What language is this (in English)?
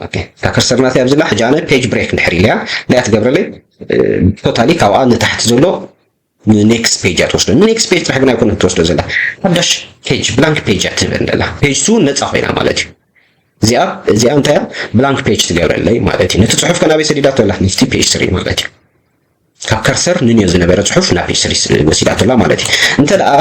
Tigrinya